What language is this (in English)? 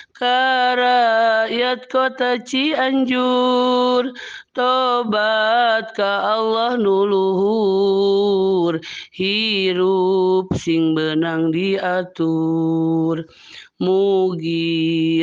Sundanese